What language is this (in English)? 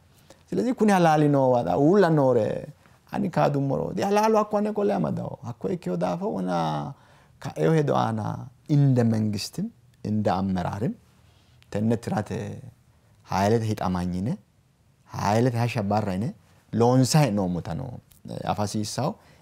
Sidamo